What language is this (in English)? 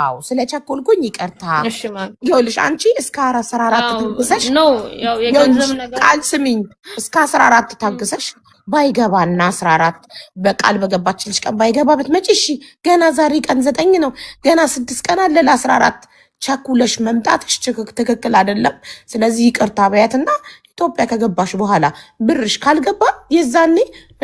Amharic